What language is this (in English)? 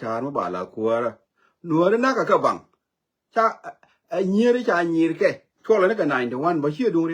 Nuer